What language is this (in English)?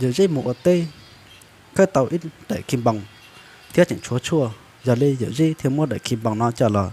Hmong